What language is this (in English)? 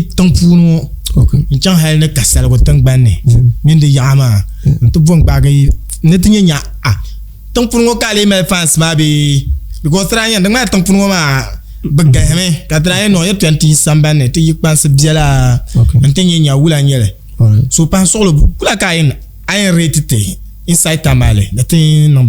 Dagbani